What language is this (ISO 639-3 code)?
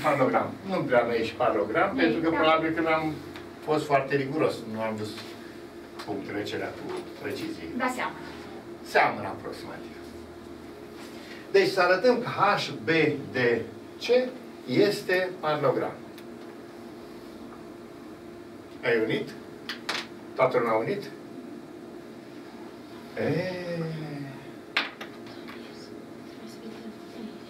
ron